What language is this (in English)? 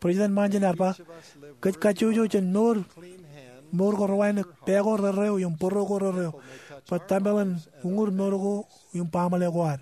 Marshallese